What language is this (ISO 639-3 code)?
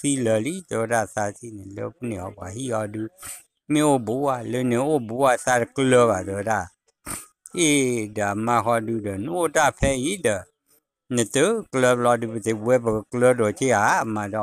ksw